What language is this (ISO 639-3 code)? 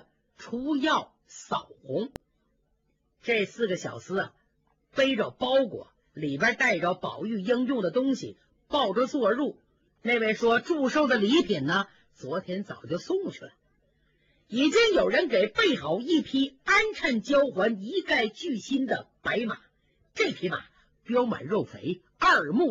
zho